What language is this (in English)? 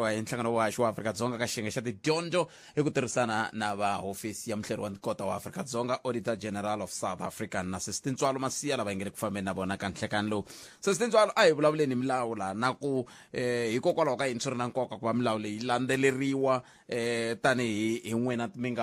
Tsonga